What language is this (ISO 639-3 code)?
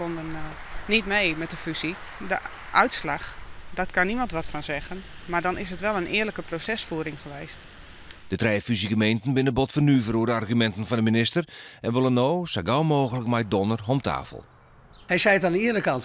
fry